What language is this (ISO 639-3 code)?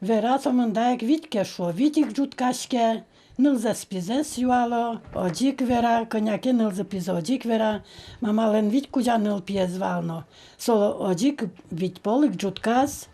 udm